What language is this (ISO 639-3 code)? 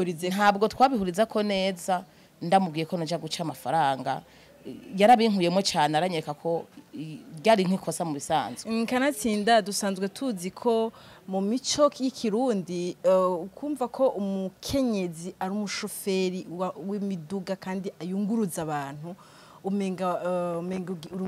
run